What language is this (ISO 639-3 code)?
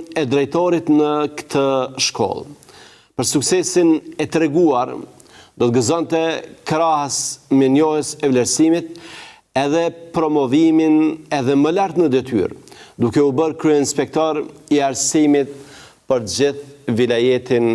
sqi